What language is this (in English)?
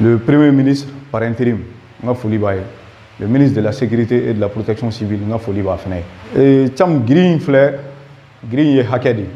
Bambara